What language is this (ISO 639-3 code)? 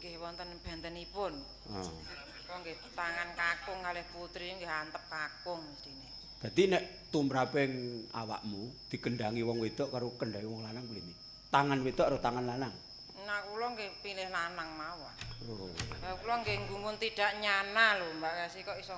jav